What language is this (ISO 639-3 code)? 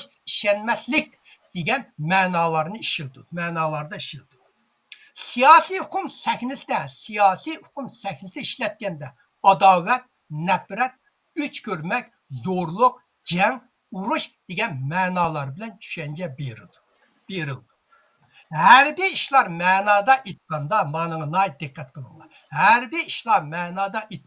uig